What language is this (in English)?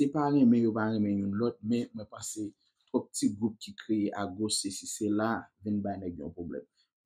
Haitian Creole